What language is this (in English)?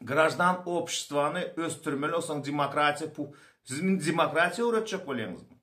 Turkmen